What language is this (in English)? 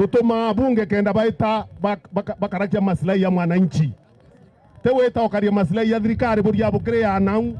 Meru